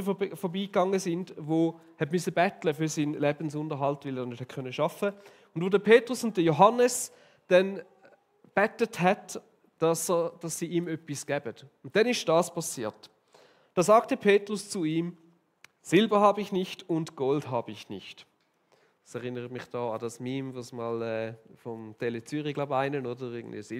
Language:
Swiss German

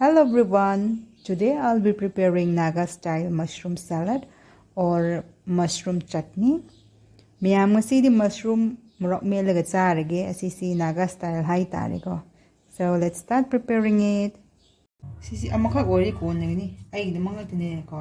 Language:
Manipuri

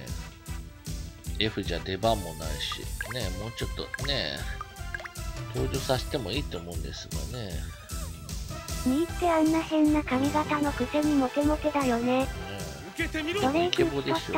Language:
Japanese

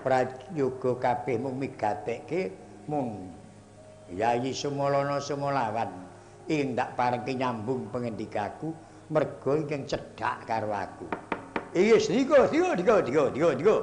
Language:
Javanese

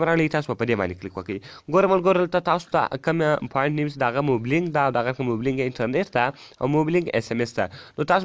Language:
Pashto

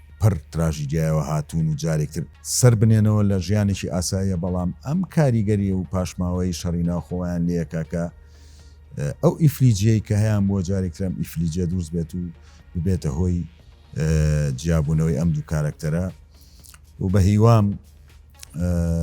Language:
Central Kurdish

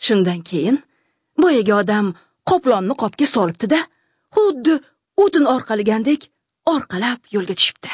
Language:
Uzbek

